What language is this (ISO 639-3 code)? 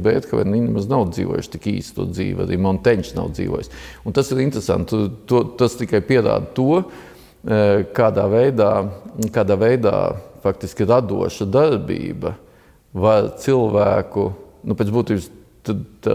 lav